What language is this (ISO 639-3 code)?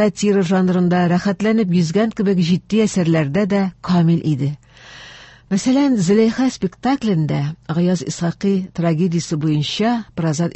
tat